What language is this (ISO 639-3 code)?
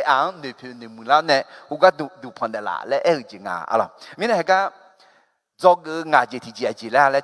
ahk